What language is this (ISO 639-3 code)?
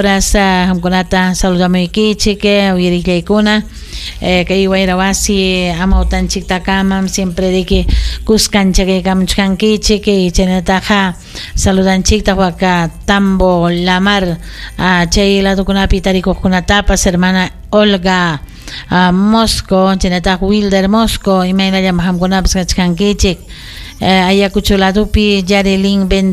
quy